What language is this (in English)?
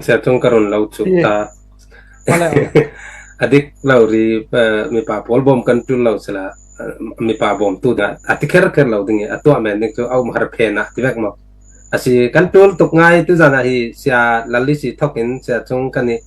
Falam Chin